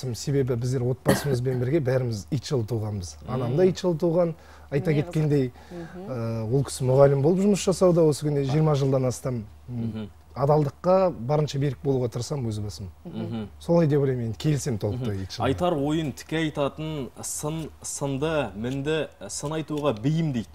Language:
Kazakh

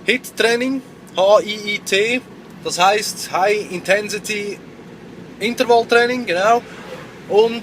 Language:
Swiss German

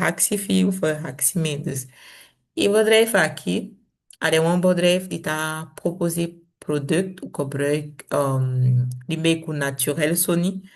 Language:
Saramaccan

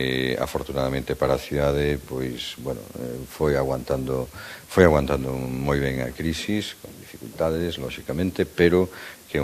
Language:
Galician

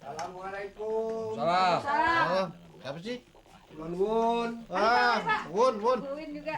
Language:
Betawi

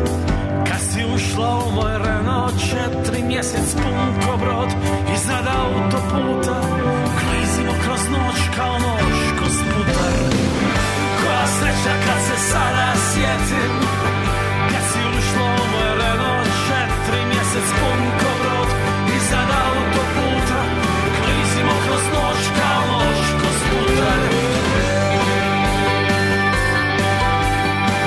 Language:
Serbian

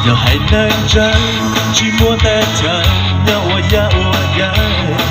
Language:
Hmong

